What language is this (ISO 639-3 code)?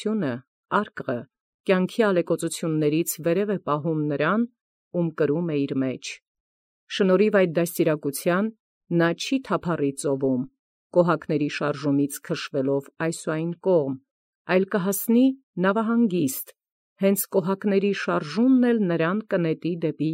hye